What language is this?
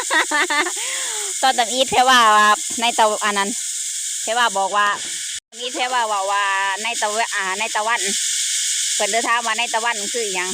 Lao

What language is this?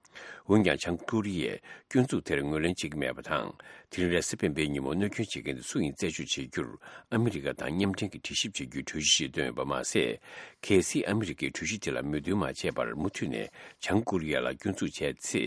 Tibetan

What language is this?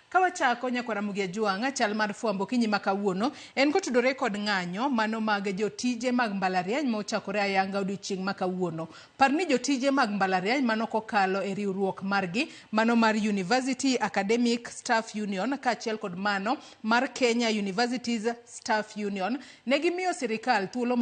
Luo (Kenya and Tanzania)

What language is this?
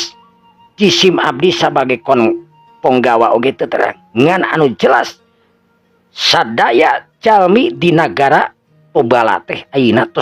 Sundanese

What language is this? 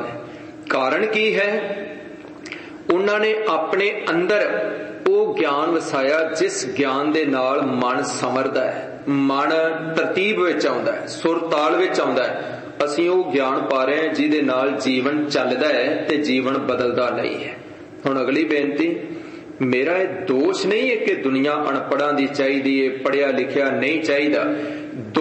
Punjabi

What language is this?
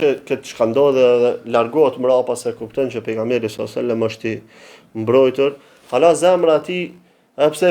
Albanian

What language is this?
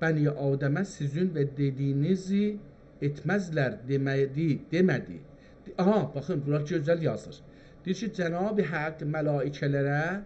South Azerbaijani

